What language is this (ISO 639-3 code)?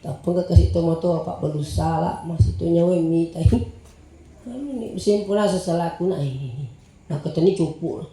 bug